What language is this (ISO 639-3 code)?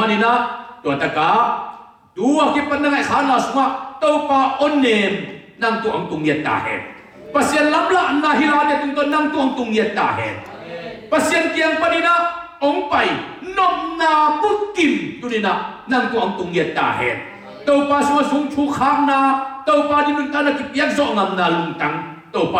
ctd